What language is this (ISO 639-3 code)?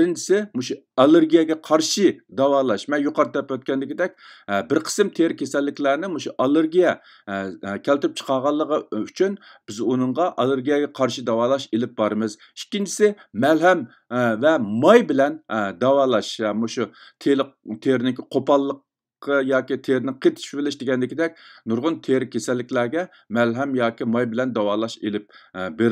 uig